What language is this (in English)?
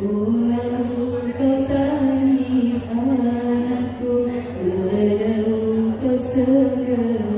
Batak Alas-Kluet